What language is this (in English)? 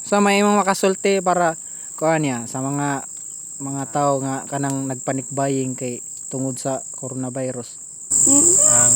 Cebuano